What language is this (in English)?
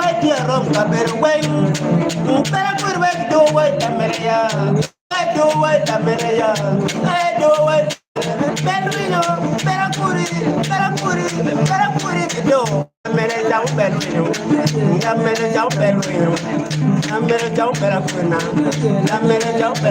Acoli